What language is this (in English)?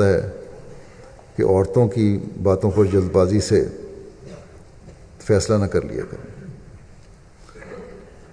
Urdu